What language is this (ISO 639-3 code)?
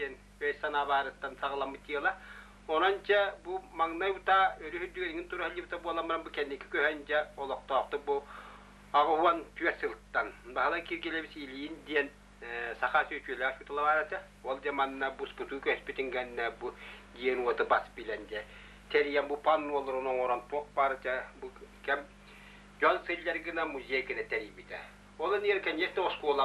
sah